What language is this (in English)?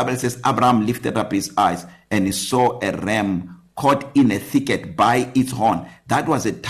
English